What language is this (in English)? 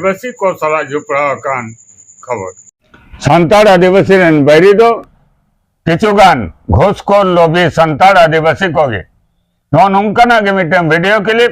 Santali